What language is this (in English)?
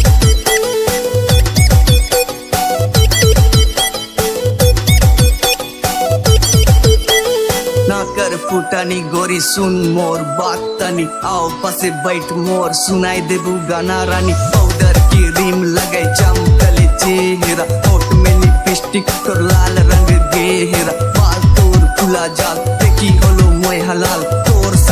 Sadri